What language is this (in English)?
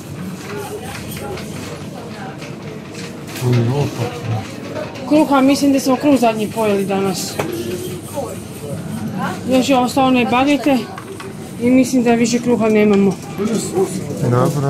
Croatian